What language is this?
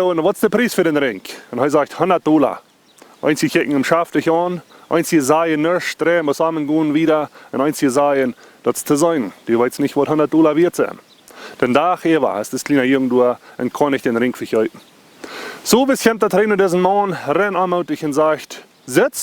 Plautdietsch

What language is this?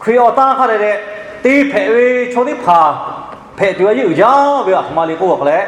Lahu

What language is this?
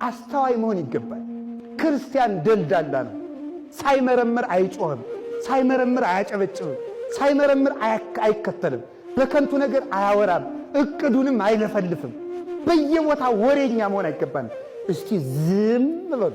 Amharic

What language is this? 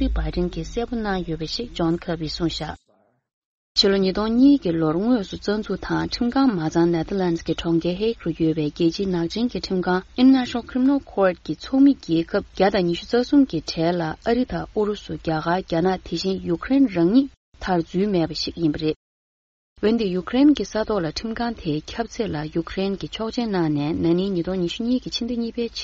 Tibetan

